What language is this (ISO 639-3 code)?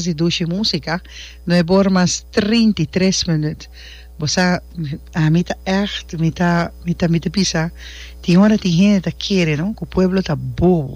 pap